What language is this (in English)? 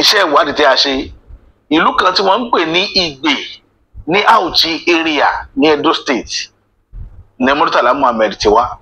Yoruba